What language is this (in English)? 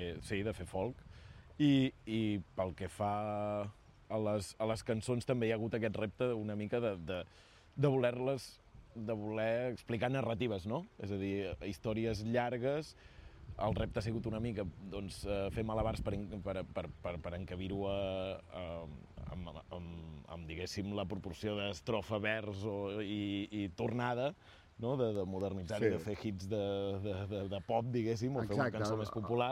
Catalan